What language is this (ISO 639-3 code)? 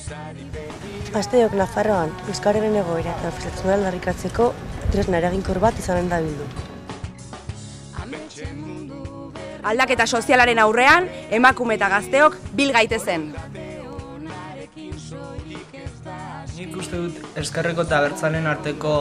eus